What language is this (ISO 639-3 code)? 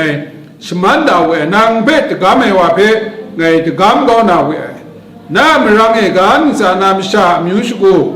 kac